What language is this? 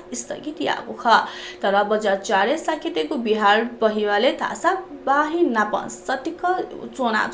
Newari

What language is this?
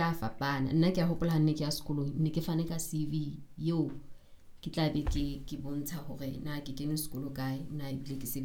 Southern Sotho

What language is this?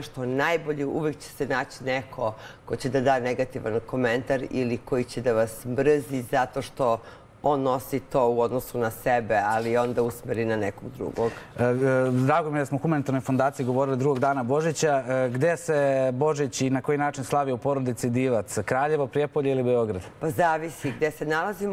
Serbian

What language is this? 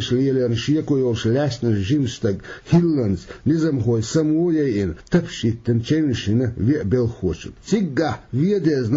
Chechen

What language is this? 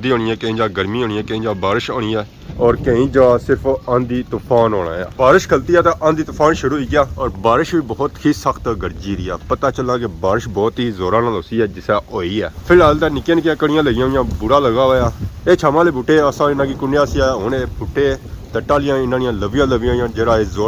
Pahari-Potwari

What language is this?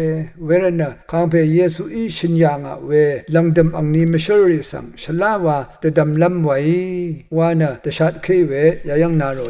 Rawang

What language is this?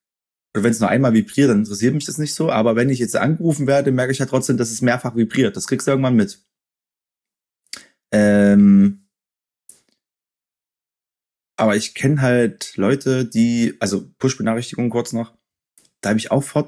German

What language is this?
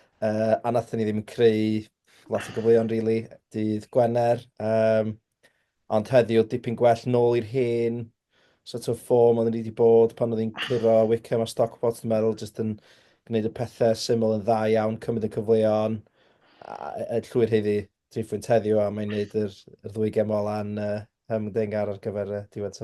Welsh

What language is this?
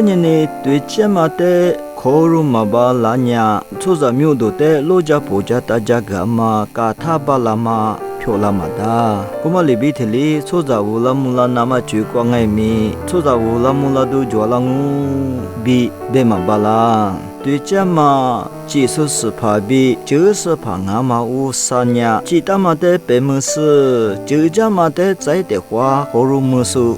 Lisu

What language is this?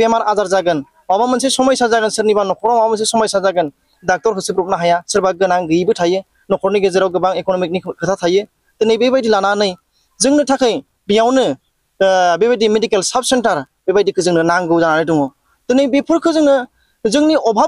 Bodo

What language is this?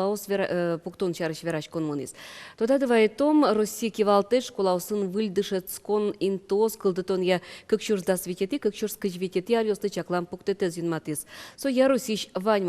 Udmurt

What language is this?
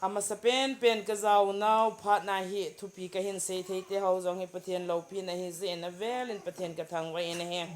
Thado Chin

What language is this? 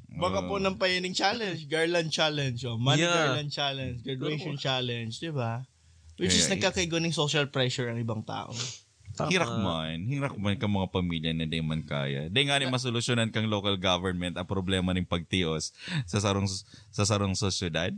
Bikol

